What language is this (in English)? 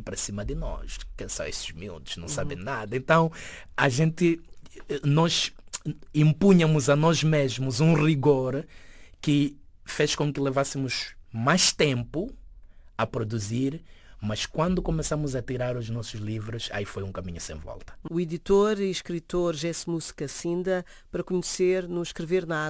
Portuguese